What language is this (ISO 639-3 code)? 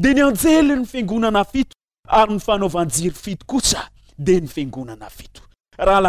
mlg